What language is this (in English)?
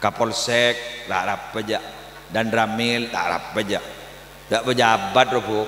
Madurese